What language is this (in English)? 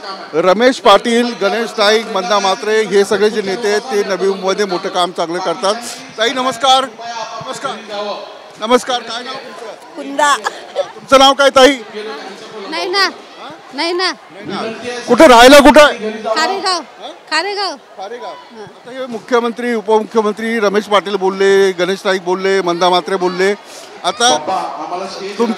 Marathi